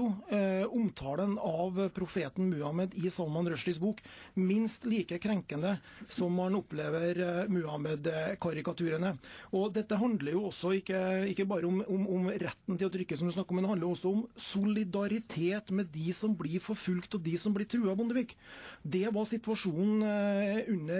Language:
Norwegian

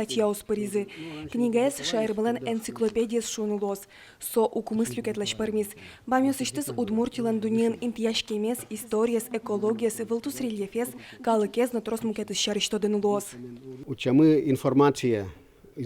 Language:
Udmurt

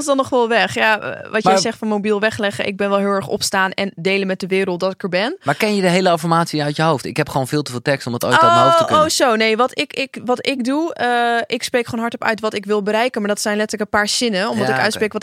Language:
Dutch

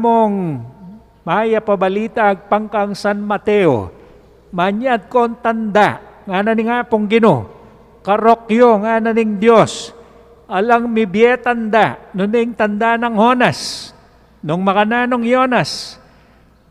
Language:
Pampanga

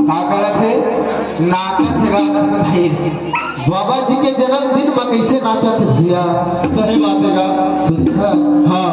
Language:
Chhattisgarhi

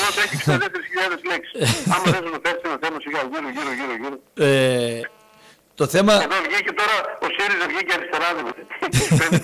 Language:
Greek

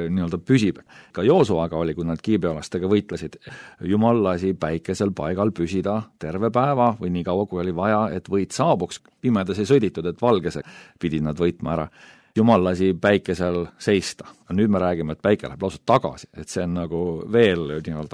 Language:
Estonian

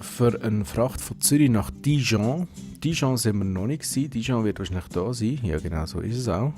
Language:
Swiss German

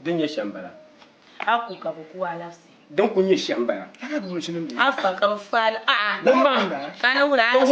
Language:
Dagbani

